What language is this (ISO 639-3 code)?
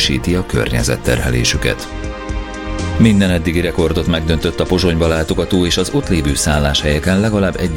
hun